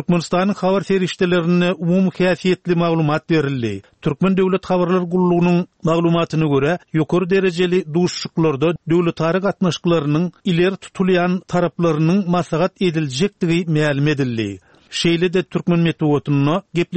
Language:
Turkmen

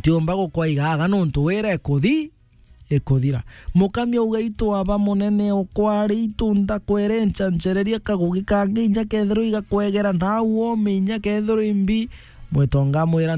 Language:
Meru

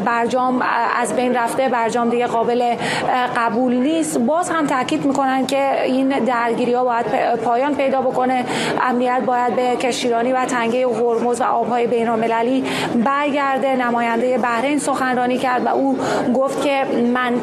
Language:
Persian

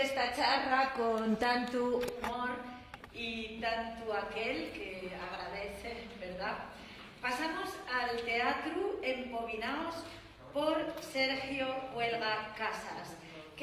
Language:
Asturian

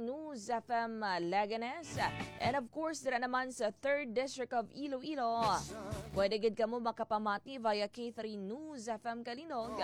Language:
Hiligaynon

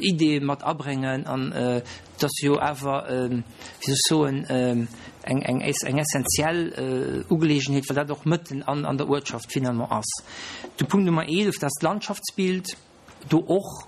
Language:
Luxembourgish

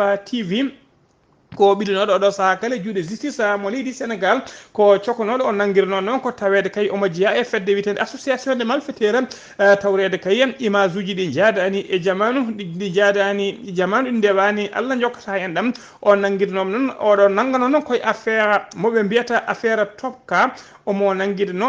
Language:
Fula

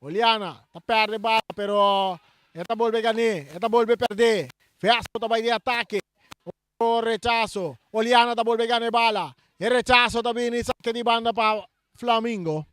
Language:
Papiamento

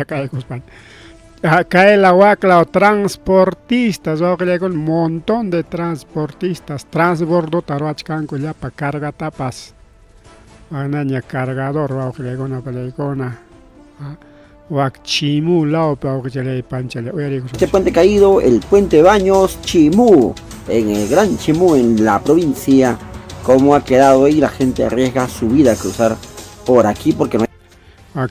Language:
Ayacucho Quechua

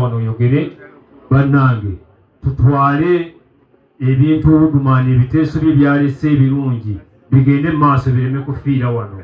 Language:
Ganda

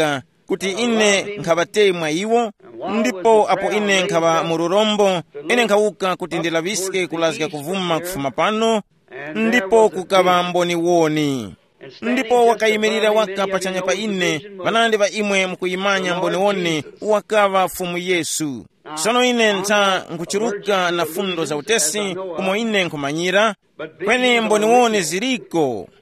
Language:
Tumbuka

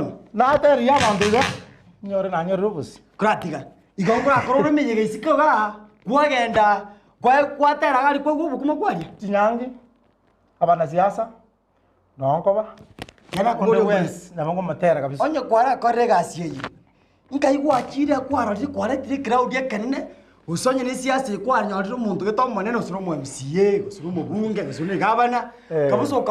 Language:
Gusii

